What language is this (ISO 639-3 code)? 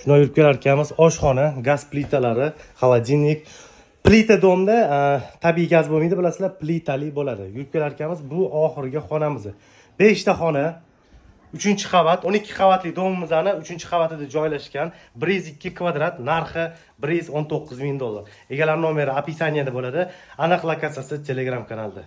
uzb